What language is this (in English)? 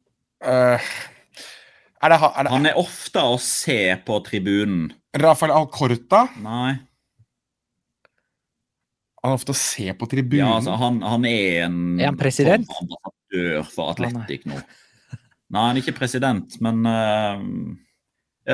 Norwegian